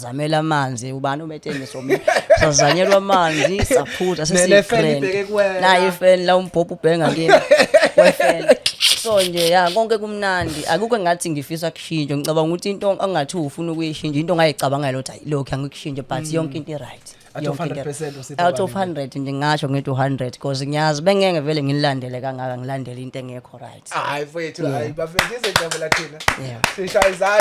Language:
Zulu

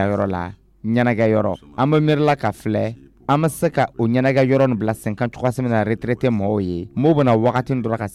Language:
Dyula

